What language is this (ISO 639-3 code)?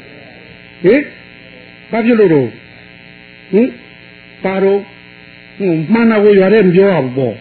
mya